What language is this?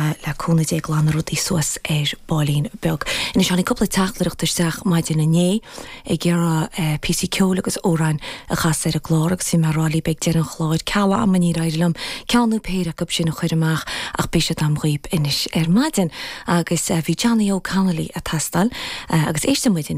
Irish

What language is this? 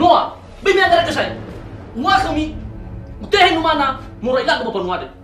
Nias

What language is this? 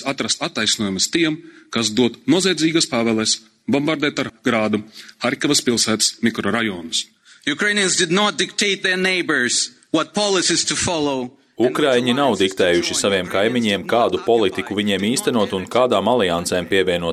Latvian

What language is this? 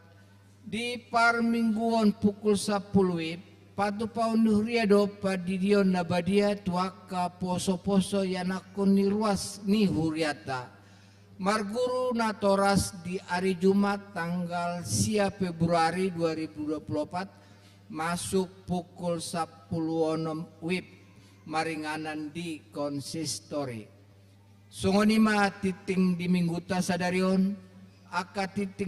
Batak Toba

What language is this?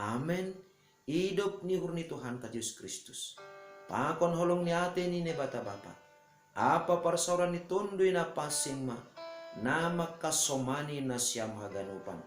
Batak Simalungun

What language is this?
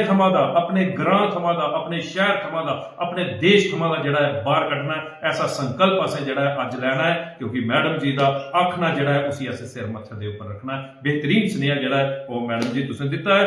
Dogri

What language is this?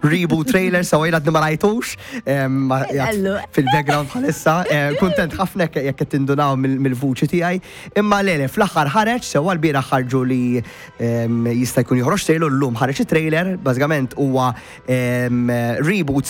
Maltese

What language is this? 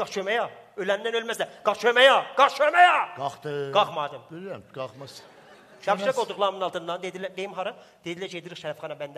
South Azerbaijani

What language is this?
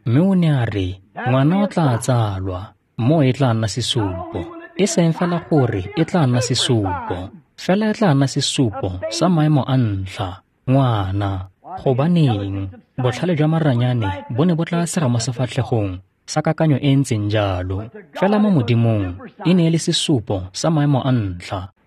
Tswana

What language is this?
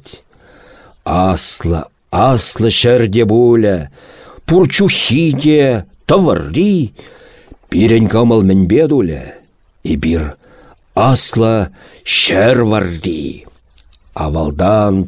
Chuvash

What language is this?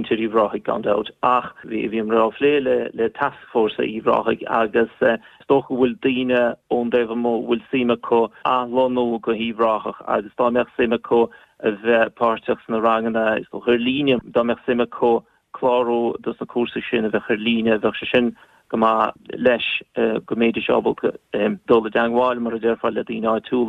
Irish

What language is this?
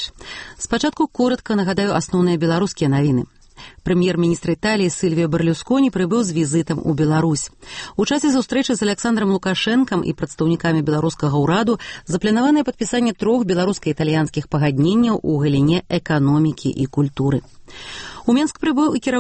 Belarusian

